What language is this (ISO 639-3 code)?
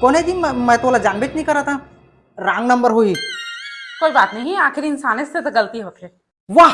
hne